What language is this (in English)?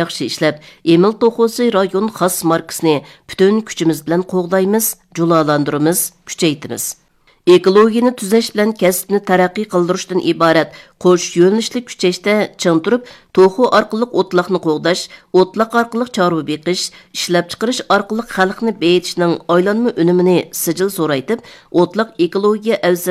Uyghur